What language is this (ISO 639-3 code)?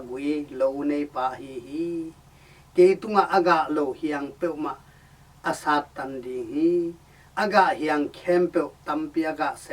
ctd